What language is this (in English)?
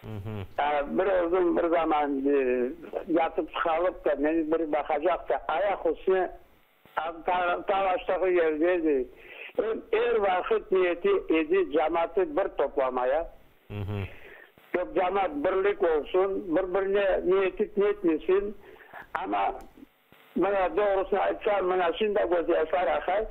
Crimean Tatar